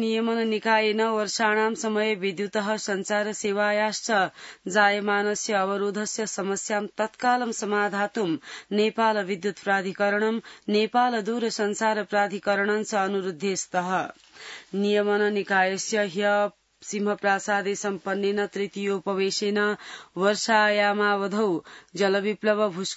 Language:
Sanskrit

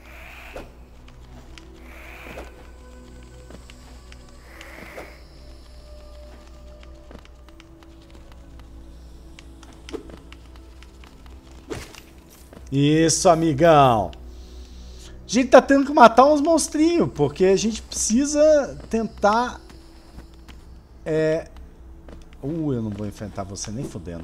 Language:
Portuguese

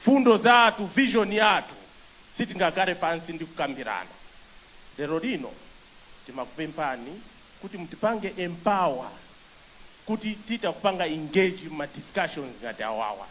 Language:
Nyanja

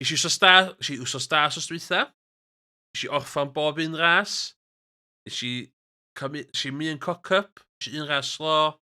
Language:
Welsh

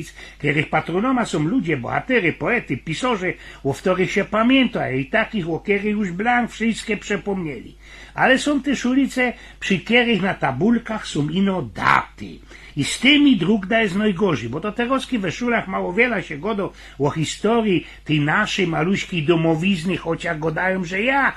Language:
Silesian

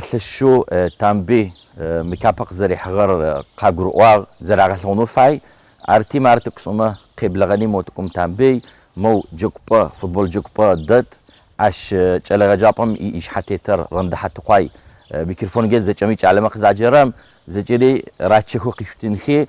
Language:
Adyghe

